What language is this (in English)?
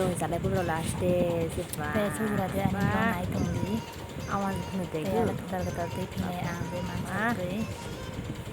Kok Borok